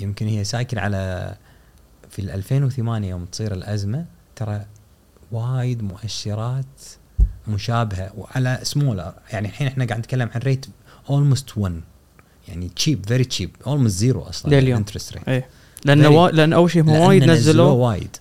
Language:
Gulf Arabic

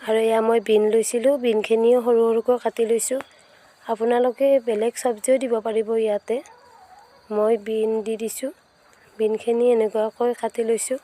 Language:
Assamese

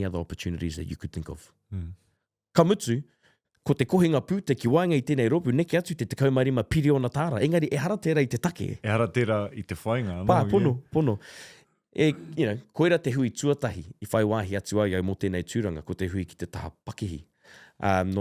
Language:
Māori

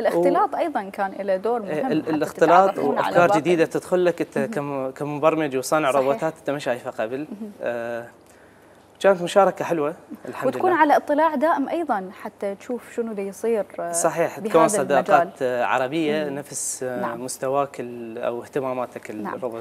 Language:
Mesopotamian Arabic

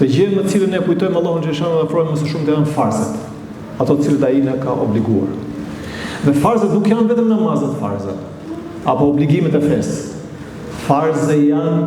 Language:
Albanian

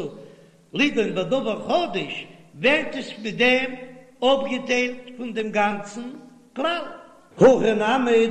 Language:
Yiddish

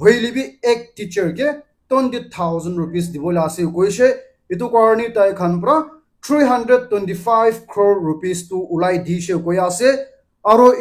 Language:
Naga Pidgin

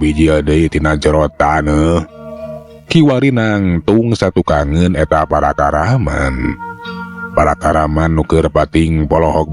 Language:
Sundanese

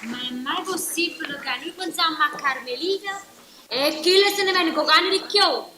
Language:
Neapolitan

